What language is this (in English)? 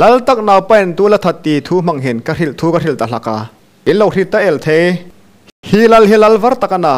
Hmar